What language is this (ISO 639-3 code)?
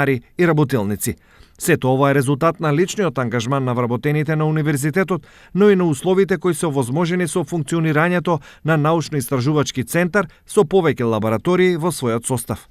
mkd